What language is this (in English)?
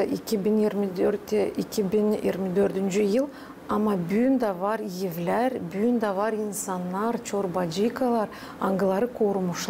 Gagauz